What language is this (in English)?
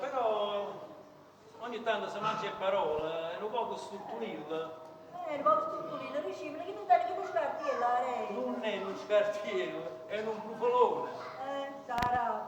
Neapolitan